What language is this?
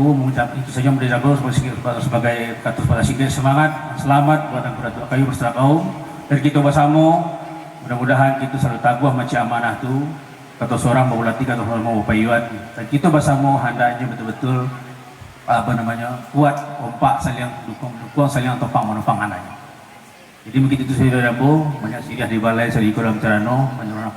Minangkabau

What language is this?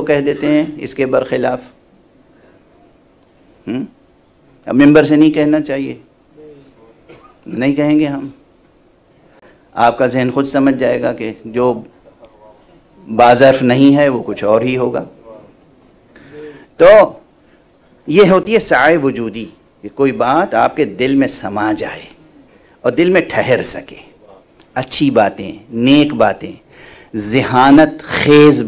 Urdu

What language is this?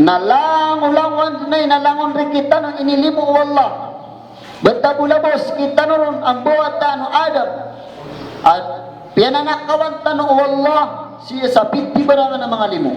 Maranao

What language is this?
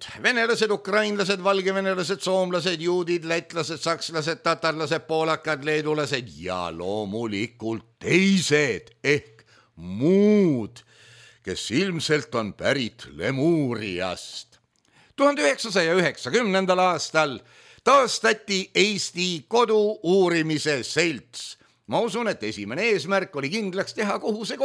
Estonian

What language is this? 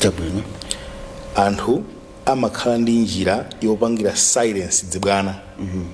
Nyanja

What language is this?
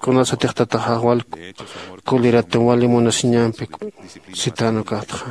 Aymara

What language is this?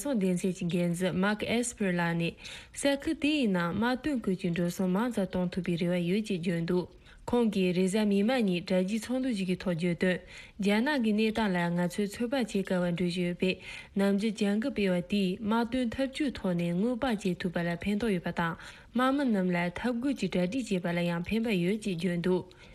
Tibetan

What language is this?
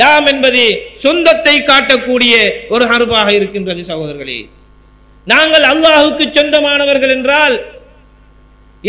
Tamil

